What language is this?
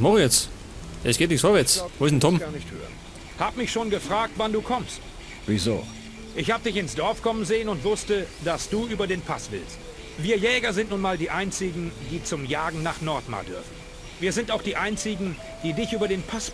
Bavarian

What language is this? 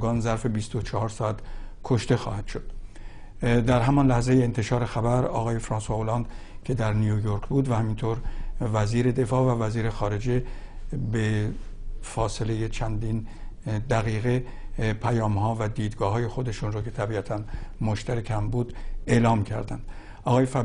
Persian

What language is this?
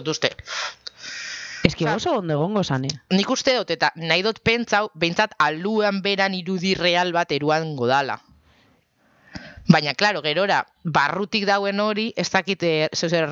Basque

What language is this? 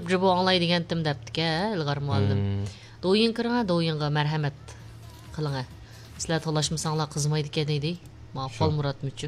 Uyghur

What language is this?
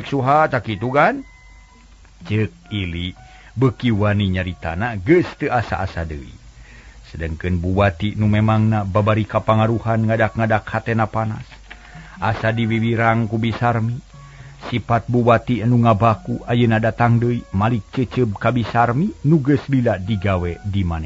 Sundanese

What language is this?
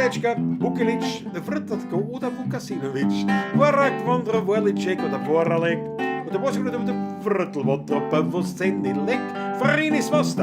Bavarian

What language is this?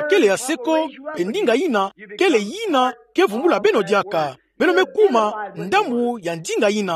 Kituba (Democratic Republic of Congo)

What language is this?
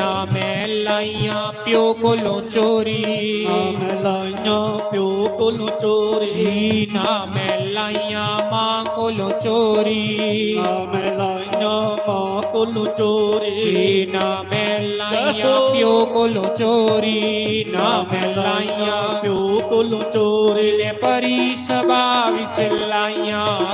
Dogri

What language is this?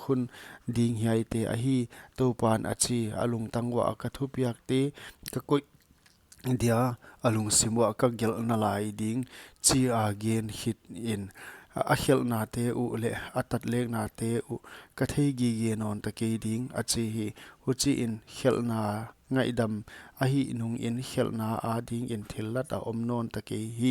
Paite Chin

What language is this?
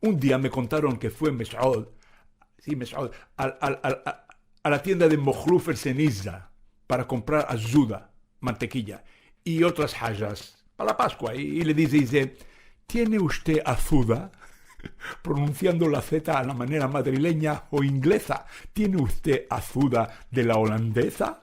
Ladino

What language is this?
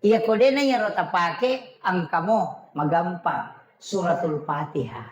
Buginese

